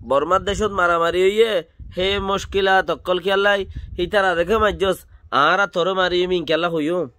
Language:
Rohingya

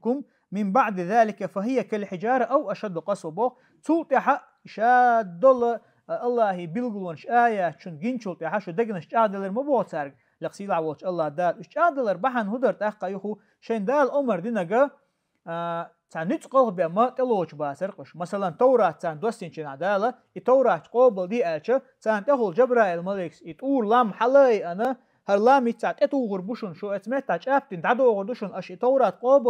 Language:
Chechen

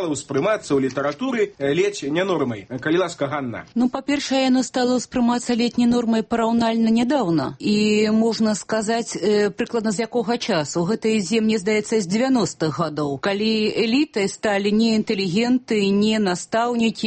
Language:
Belarusian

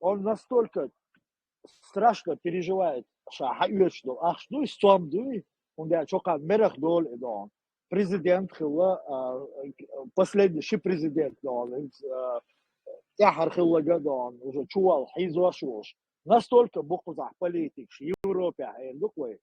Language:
Chechen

